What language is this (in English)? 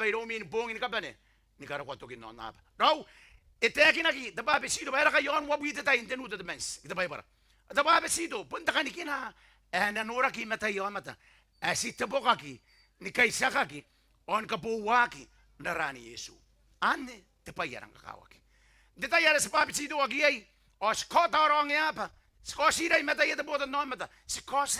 Gilbertese